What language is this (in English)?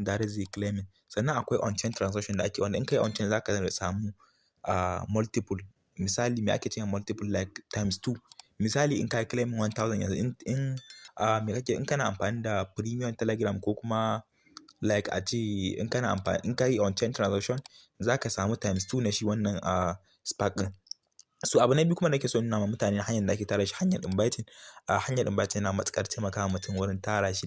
Hausa